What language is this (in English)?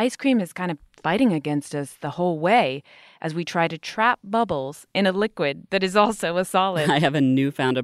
English